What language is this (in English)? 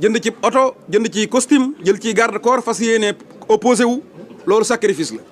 Wolof